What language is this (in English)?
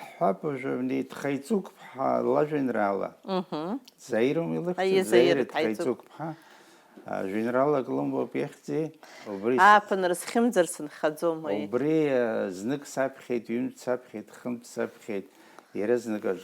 Abkhazian